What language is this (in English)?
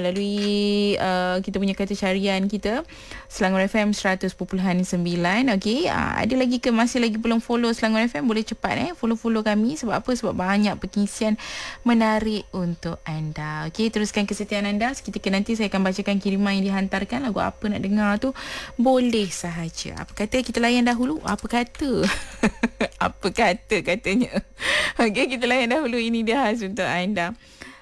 Malay